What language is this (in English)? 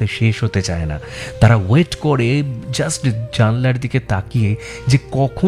Bangla